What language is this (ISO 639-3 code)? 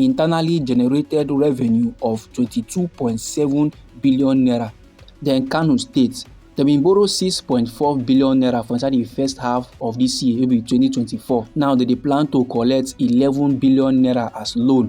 pcm